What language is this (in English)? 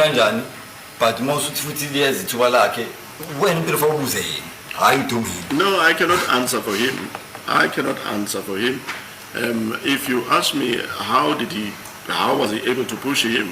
Zulu